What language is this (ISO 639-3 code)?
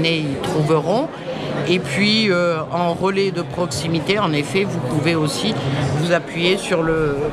fra